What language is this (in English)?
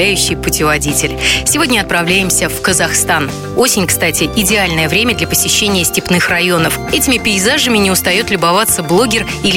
Russian